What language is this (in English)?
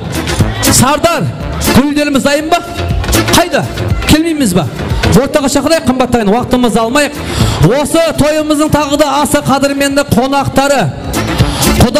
Kara-Kalpak